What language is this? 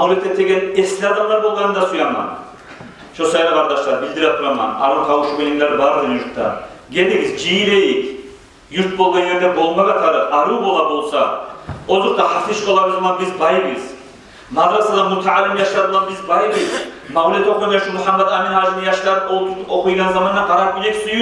Kumyk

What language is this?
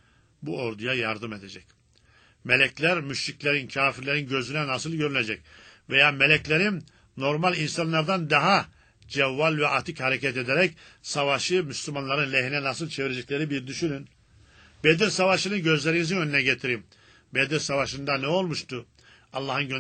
Turkish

